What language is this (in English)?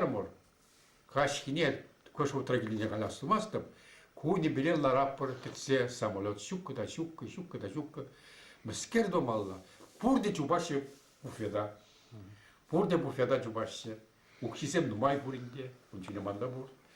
Chuvash